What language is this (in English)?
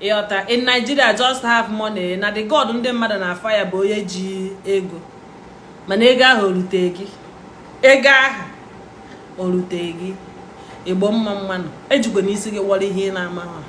Igbo